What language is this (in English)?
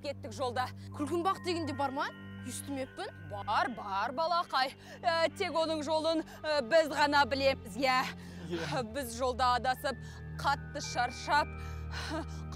Kazakh